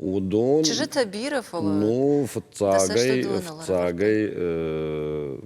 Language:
Ossetic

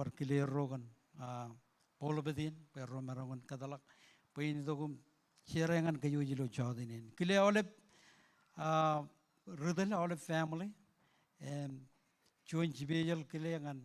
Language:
Marshallese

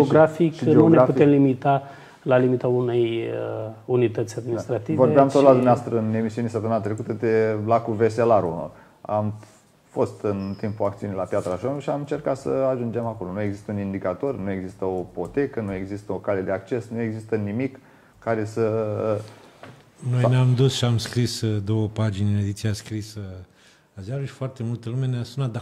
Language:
Romanian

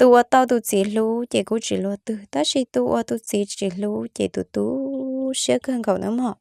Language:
Hmong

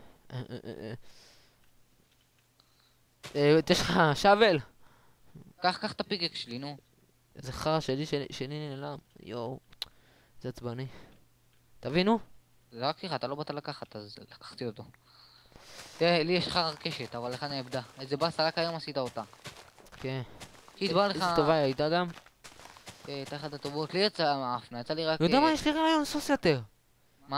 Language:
Hebrew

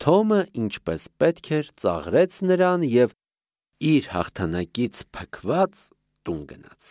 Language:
Armenian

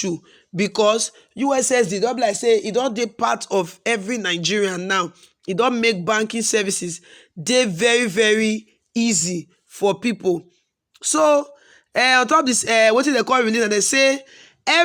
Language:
Nigerian Pidgin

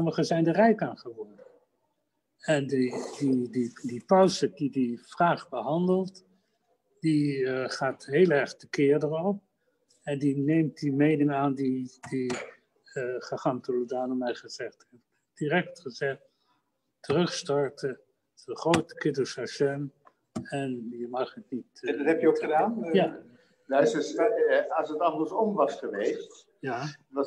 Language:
Dutch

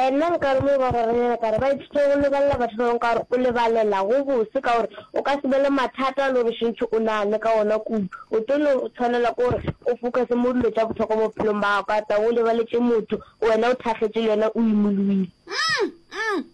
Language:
Northern Sotho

